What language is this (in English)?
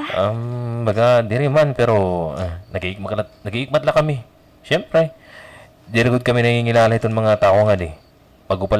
Waray